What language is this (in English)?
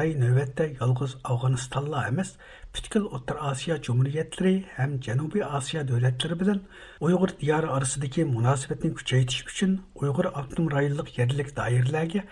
Uyghur